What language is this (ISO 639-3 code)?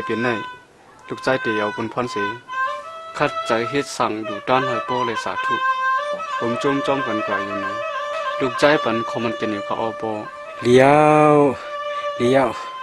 shn